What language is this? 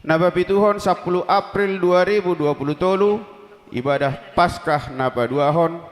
Batak Toba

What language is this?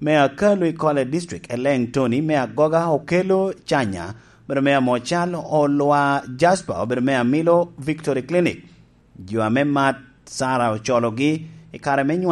Lango (Uganda)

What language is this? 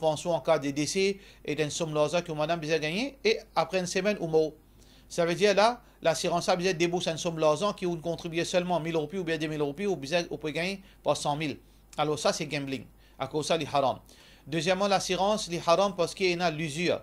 Morisyen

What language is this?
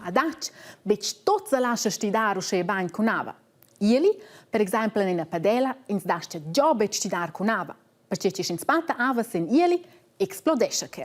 Romansh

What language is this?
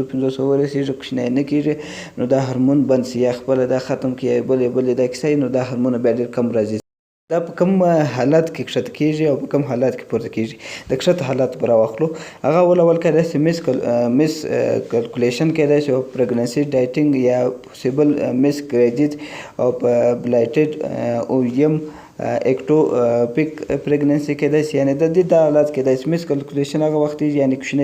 Pashto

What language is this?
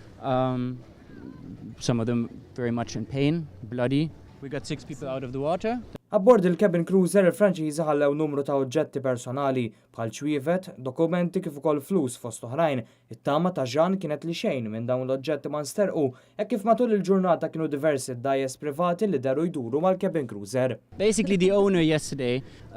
Maltese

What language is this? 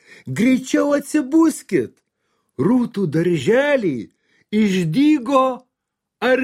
Lithuanian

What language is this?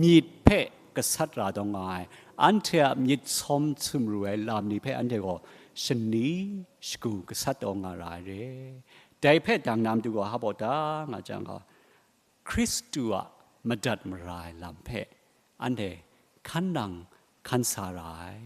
Kachin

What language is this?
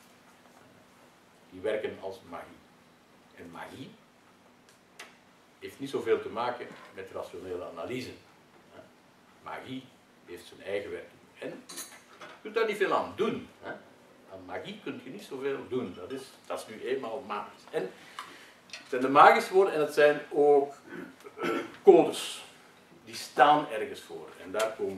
Dutch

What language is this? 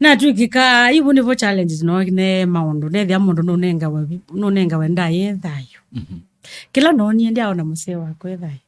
Kamba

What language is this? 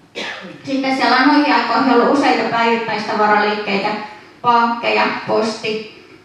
Finnish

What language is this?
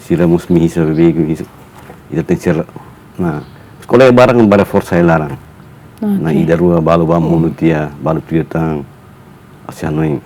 Tetum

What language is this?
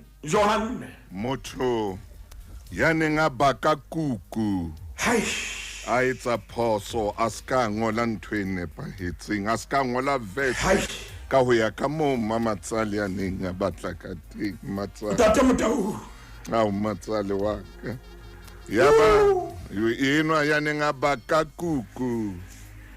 Southern Sotho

